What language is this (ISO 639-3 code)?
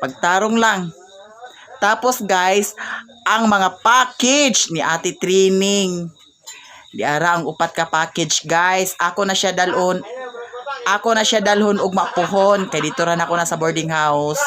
ceb